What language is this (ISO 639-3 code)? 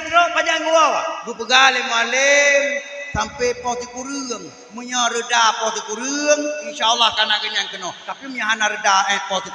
ace